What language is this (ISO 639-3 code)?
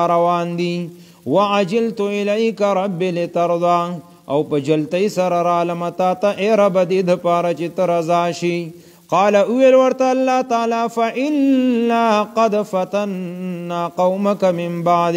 pus